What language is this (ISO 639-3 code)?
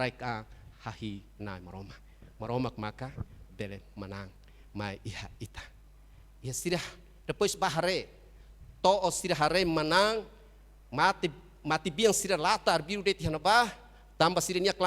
tet